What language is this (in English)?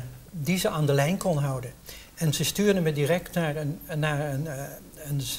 Dutch